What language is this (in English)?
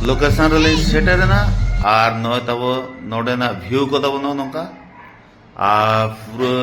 Santali